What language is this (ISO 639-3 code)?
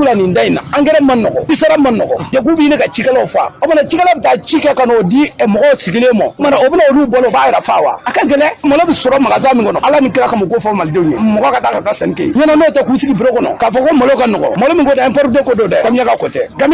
bam